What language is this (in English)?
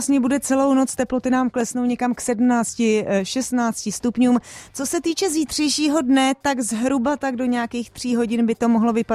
Czech